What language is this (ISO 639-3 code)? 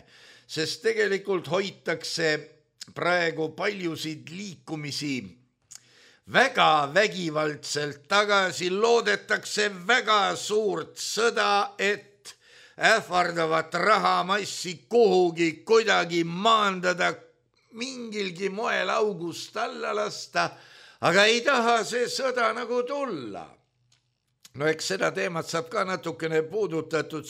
est